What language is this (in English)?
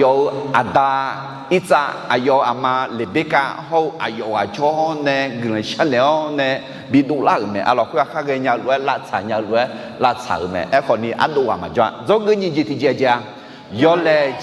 Akha